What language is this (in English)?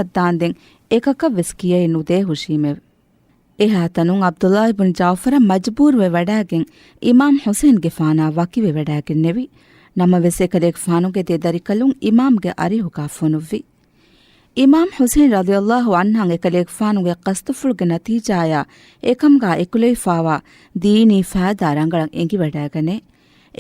Divehi